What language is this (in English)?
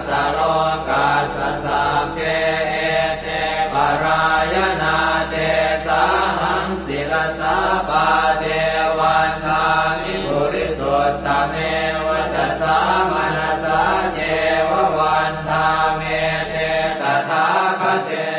Pali